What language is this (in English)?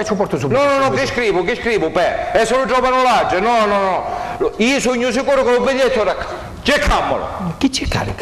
Sicilian